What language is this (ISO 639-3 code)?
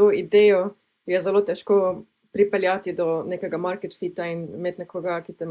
slv